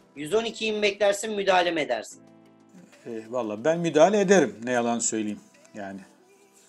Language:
Turkish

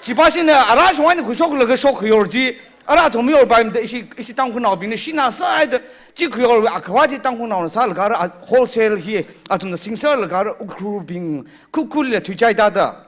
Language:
Tangkhul Naga (India)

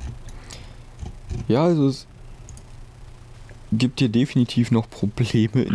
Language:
German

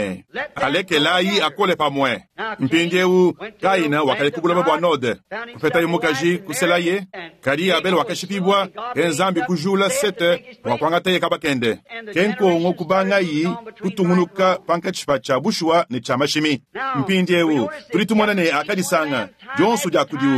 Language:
Luba-Lulua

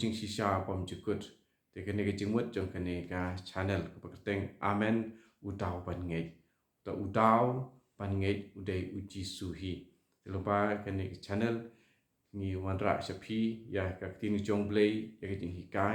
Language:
Khasi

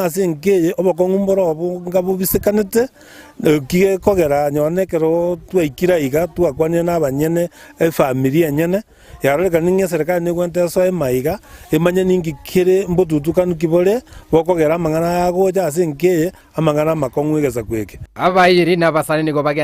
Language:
Gusii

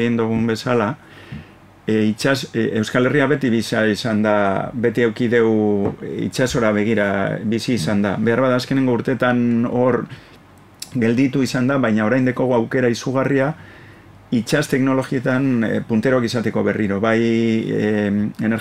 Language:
Basque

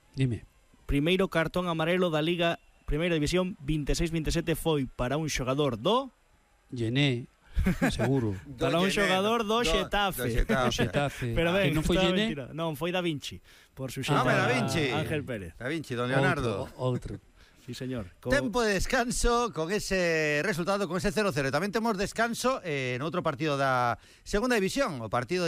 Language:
Galician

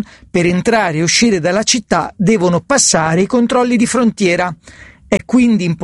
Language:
Italian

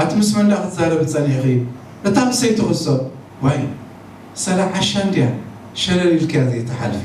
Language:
Tigrinya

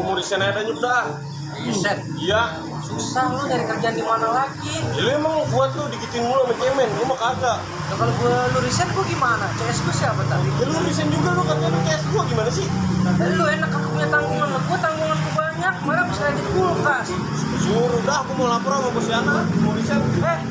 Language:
Betawi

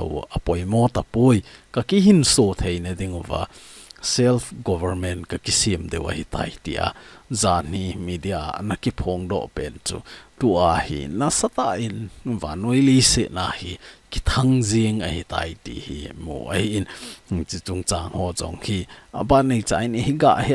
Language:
Thado Chin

